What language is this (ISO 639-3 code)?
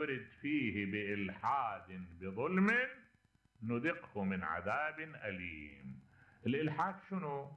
acm